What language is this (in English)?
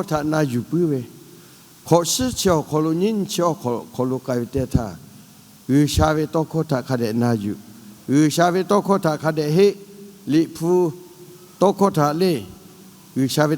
Lahu